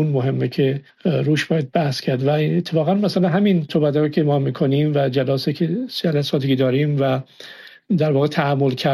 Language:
Persian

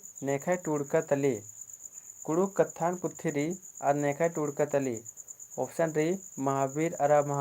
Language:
Kurukh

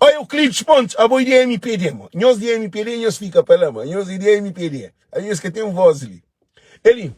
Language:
Kabuverdianu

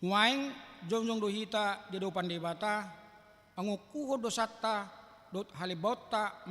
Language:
Batak Toba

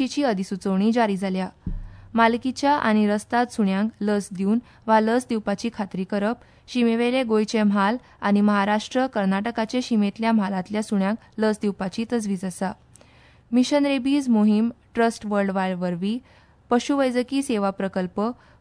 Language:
Konkani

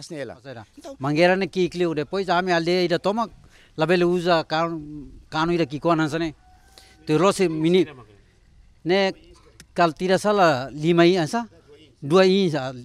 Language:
Tetum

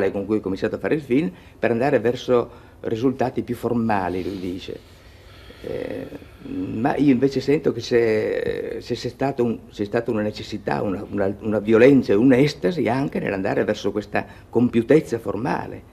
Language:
Italian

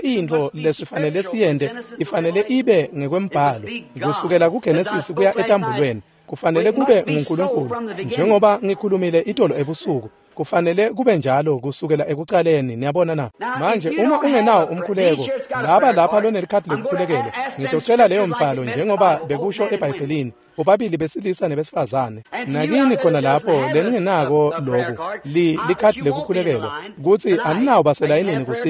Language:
Swati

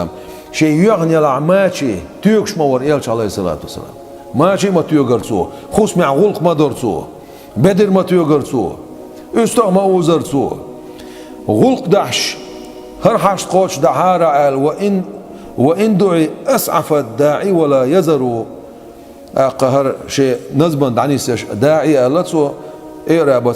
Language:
Chechen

